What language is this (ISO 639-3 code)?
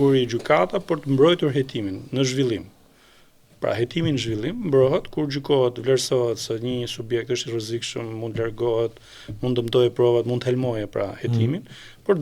sqi